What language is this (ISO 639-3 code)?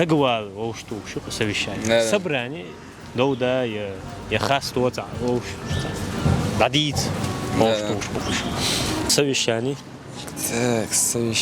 che